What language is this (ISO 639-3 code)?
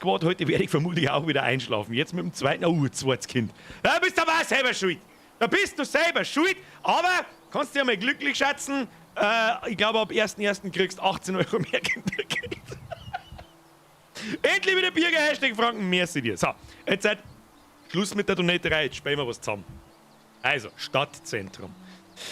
bar